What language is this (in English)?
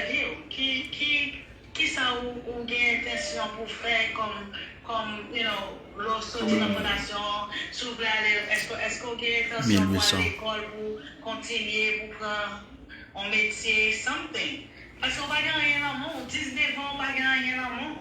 Haitian Creole